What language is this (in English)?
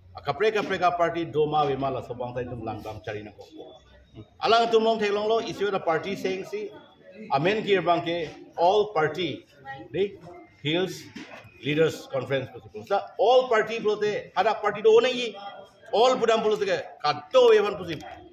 Karbi